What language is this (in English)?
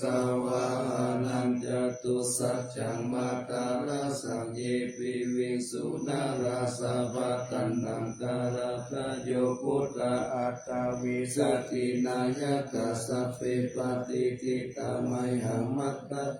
Pali